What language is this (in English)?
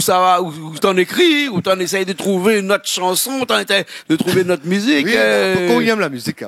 Réunion Creole French